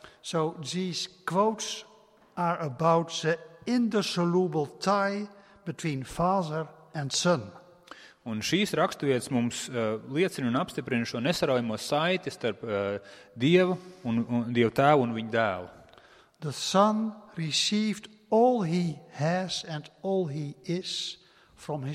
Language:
Latvian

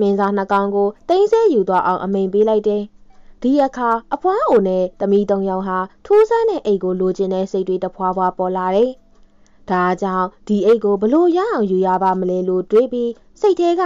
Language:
Burmese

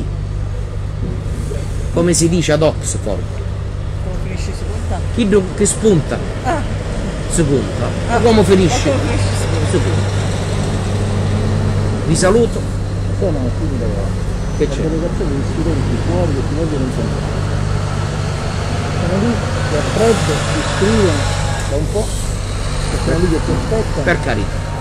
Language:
Italian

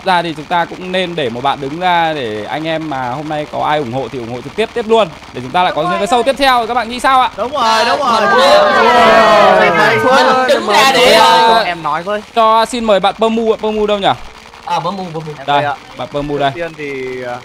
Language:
Vietnamese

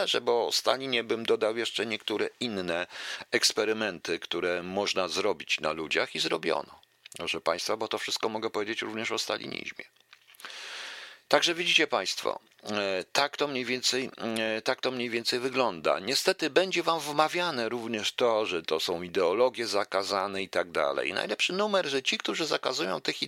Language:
Polish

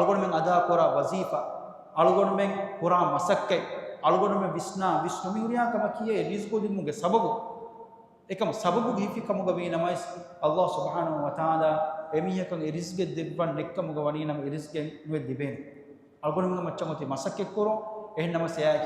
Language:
Divehi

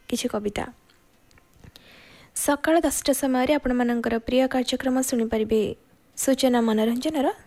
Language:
Odia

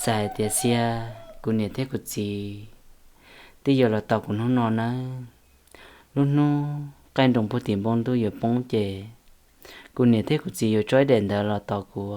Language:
Hmong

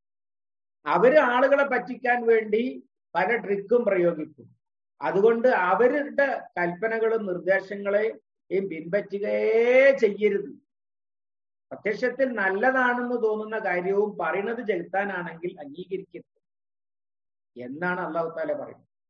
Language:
Malayalam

